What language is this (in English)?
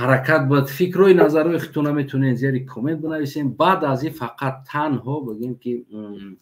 Tajik